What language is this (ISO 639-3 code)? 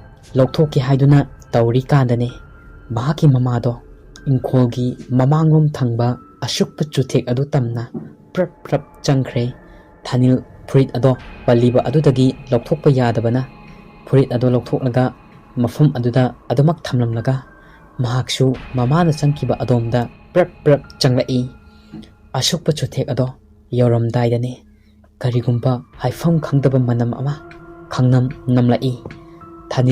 mni